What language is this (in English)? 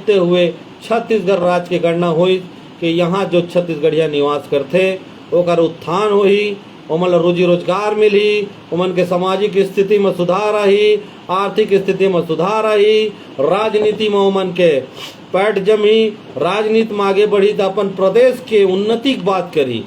Chhattisgarhi